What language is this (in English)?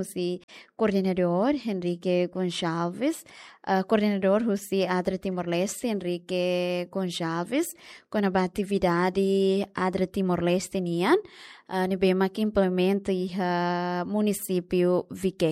Tetum